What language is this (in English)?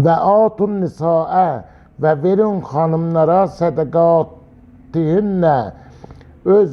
Azerbaijani